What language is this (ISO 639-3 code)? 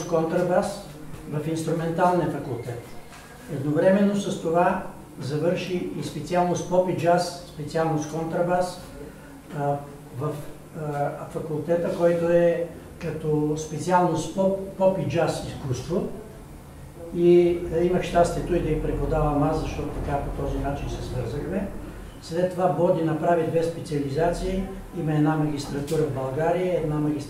bul